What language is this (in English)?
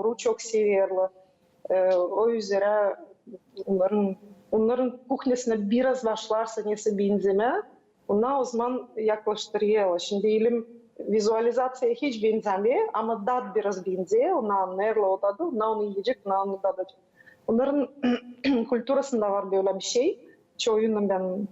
Gagauz